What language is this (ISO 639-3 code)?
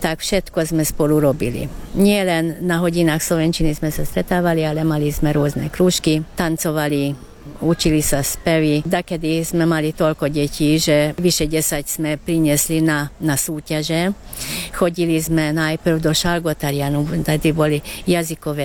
slk